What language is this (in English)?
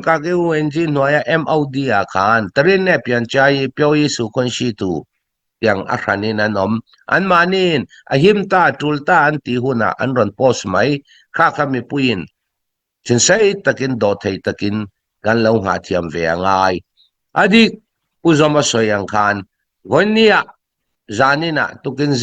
Hakha Chin